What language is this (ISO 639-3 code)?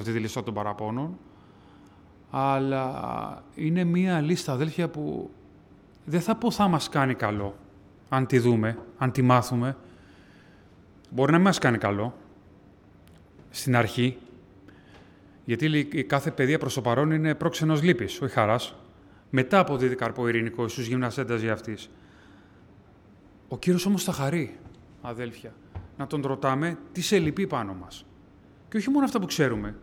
ell